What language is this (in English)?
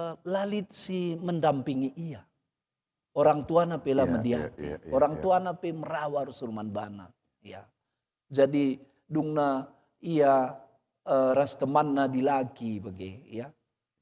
Batak Karo